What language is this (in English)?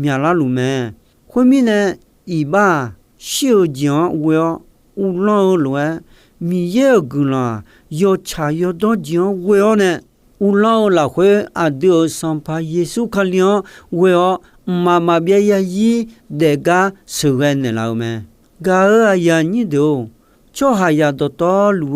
Akha